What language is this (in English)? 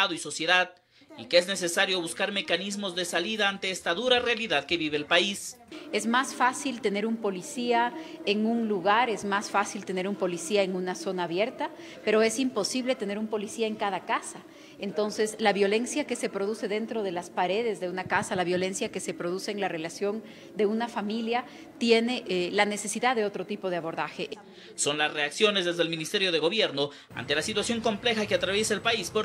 Spanish